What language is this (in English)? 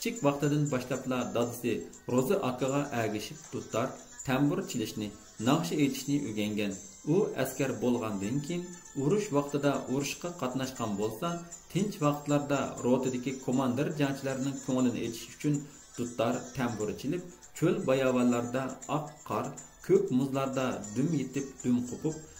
Uyghur